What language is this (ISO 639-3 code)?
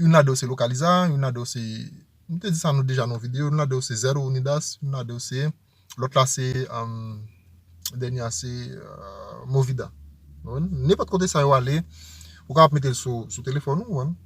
hat